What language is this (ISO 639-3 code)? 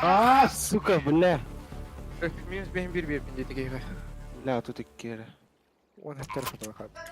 sah